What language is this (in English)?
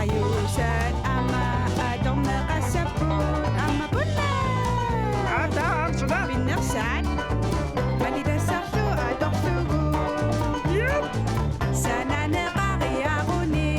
Kalaallisut